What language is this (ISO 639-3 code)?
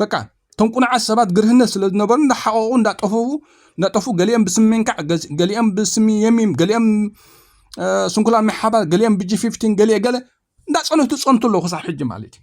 tir